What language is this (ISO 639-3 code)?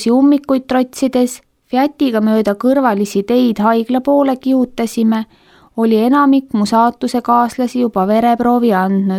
est